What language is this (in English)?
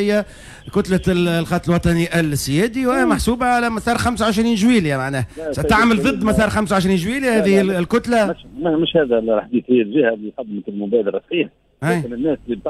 Tunisian Arabic